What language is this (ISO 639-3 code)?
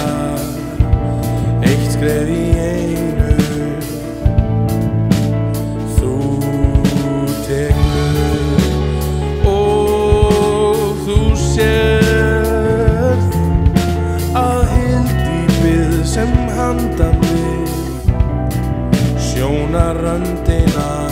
isl